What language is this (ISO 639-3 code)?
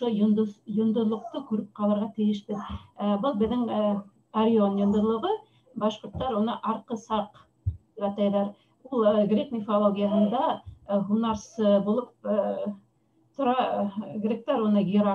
bak